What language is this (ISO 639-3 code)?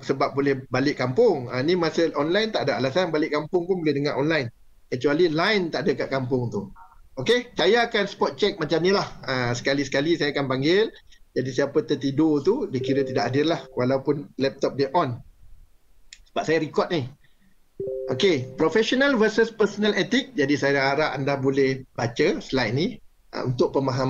msa